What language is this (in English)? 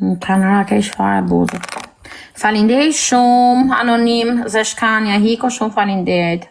Albanian